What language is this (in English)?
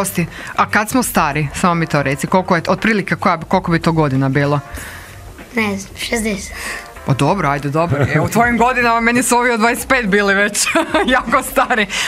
Croatian